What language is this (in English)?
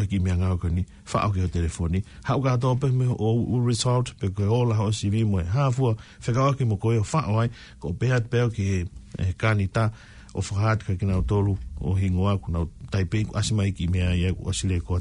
Tongan